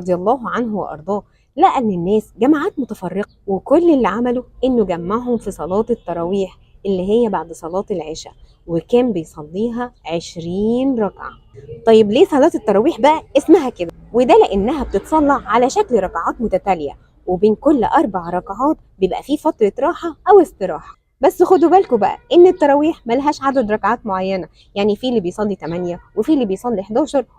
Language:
Egyptian Arabic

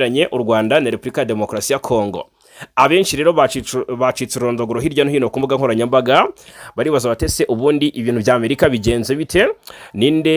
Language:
Kinyarwanda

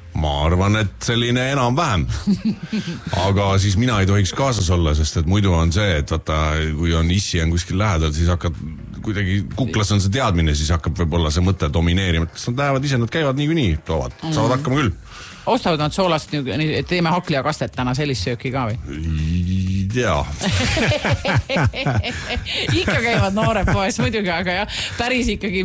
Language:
Estonian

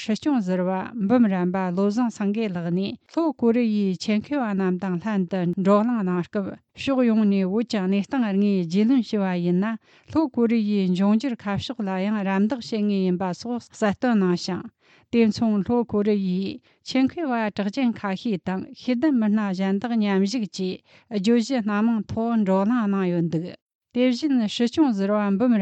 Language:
Latvian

